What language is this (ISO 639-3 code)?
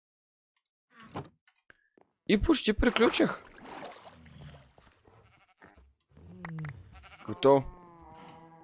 bul